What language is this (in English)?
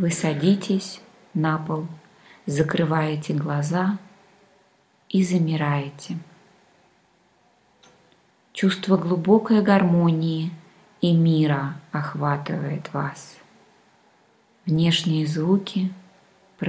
Russian